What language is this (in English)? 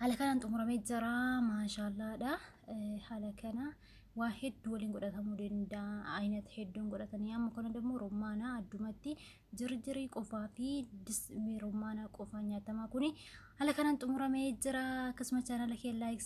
Oromo